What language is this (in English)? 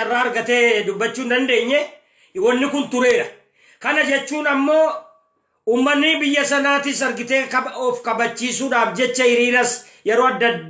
Oromo